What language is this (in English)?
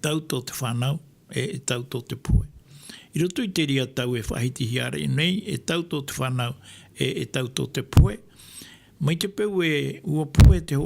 Tahitian